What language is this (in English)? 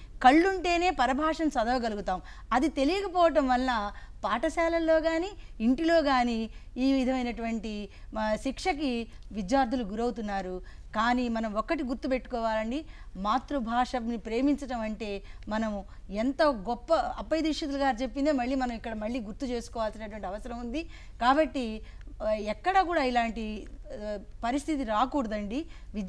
Telugu